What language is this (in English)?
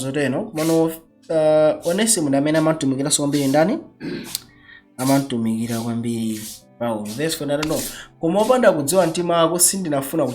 Nyanja